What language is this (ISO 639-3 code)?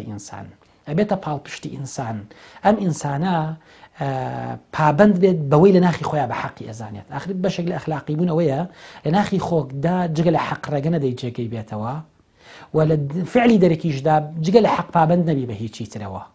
ckb